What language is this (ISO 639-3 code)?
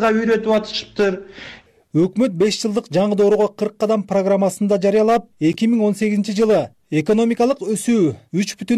kir